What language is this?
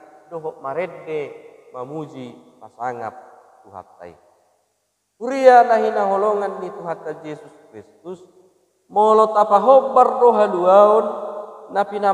Batak Toba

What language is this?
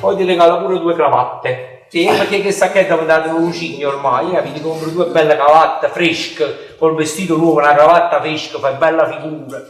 Neapolitan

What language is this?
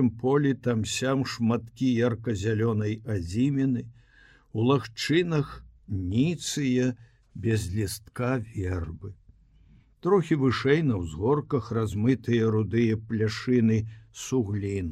Belarusian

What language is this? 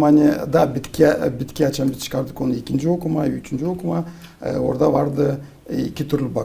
Gagauz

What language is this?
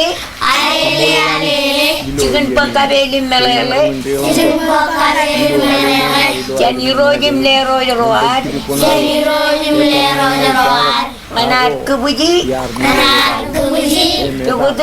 Marshallese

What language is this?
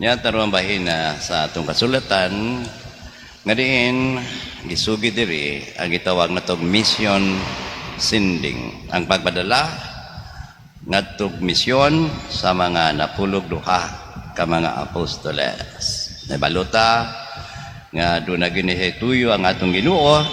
Cebuano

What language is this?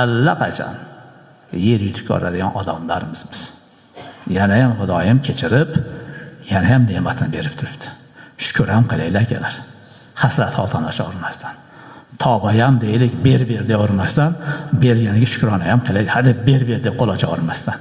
Uzbek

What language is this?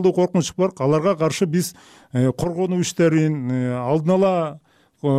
Kyrgyz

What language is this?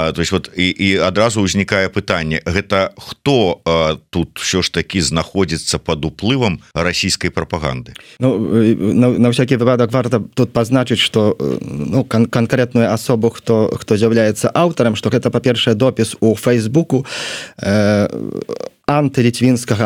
Belarusian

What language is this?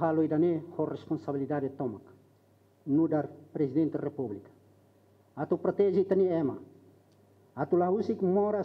Tetum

